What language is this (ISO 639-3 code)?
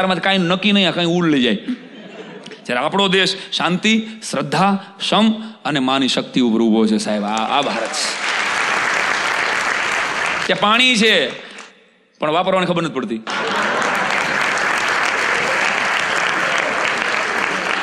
guj